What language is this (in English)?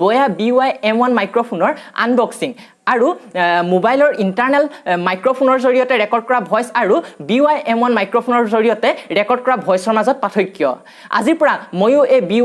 Assamese